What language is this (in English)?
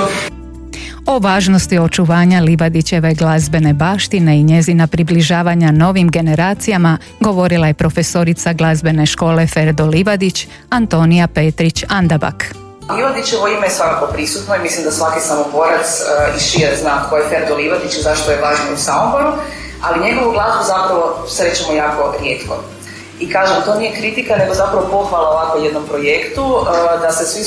Croatian